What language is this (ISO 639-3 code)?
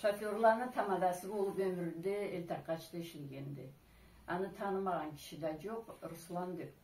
krc